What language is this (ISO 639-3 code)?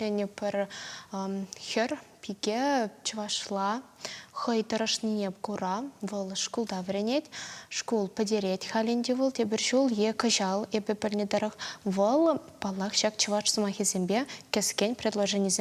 chv